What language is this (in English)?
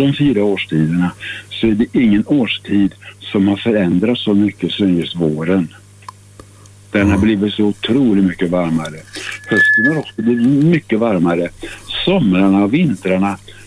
Swedish